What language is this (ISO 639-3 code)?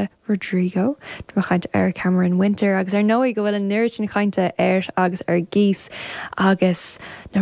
gle